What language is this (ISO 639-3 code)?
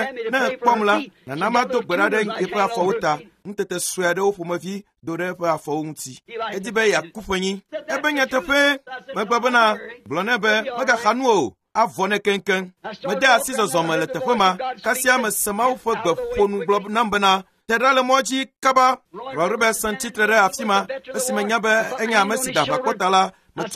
ewe